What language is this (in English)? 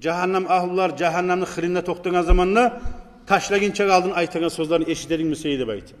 Kumyk